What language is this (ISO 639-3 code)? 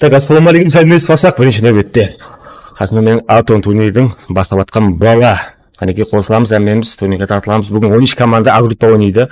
kaa